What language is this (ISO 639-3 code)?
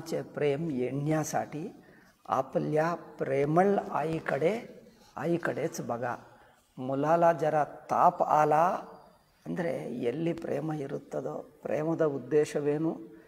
kan